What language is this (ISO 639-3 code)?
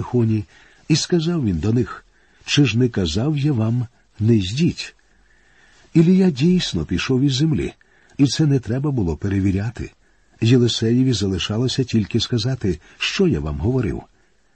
ukr